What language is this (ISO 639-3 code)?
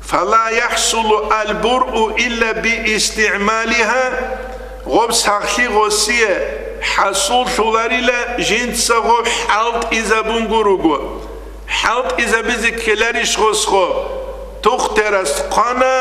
ava